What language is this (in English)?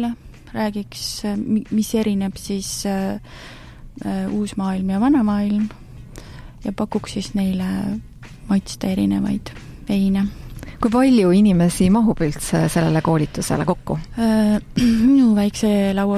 Estonian